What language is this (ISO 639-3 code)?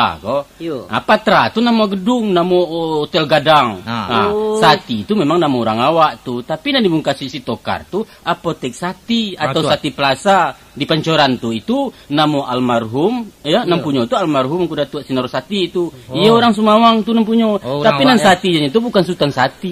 min